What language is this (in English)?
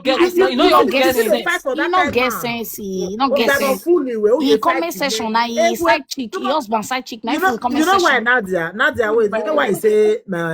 Nigerian Pidgin